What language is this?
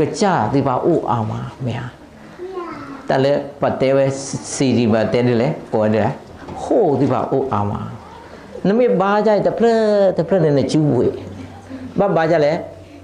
S'gaw Karen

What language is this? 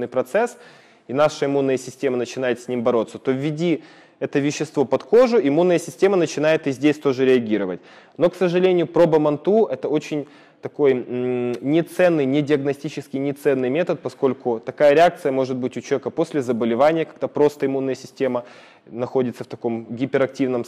Russian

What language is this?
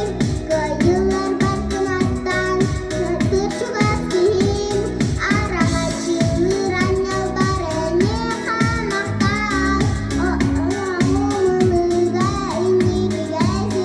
Yakut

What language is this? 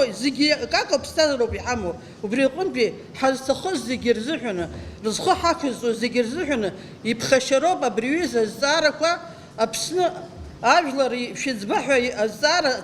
Abkhazian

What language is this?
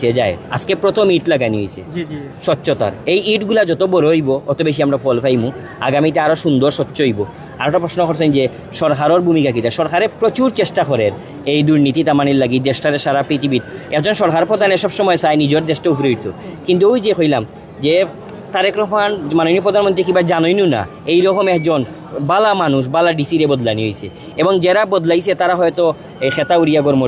Sylheti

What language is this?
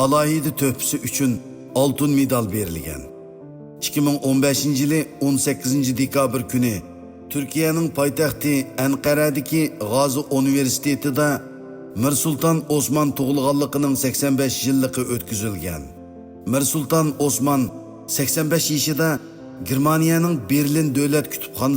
Uyghur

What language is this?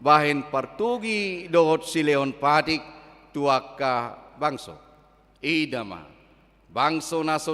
Batak Toba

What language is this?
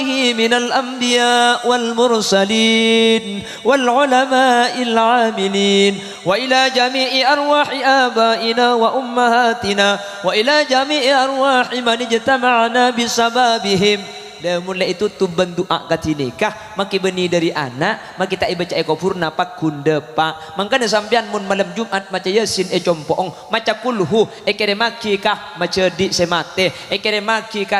Madurese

